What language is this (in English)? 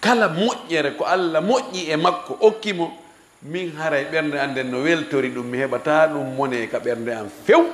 Fula